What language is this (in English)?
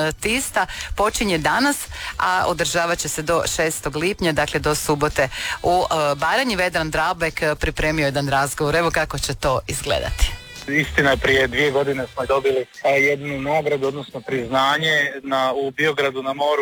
Croatian